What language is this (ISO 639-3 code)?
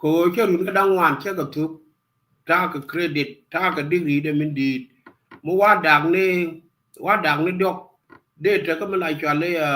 nus